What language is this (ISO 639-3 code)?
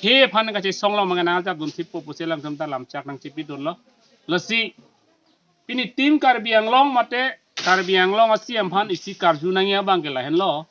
mjw